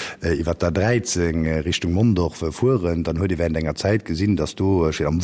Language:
Luxembourgish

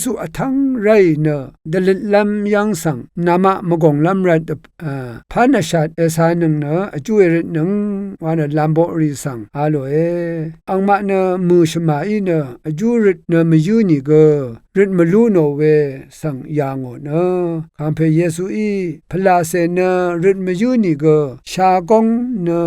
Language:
Rawang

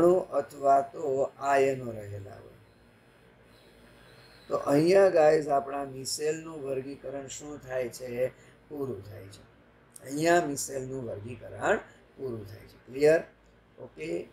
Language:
Gujarati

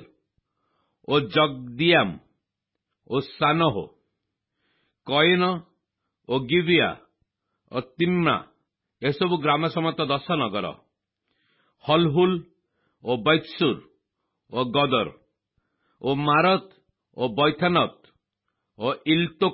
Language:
Odia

